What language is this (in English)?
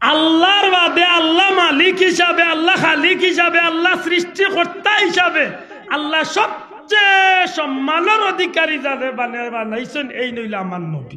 Sylheti